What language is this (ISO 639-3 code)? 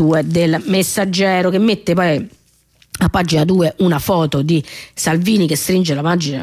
ita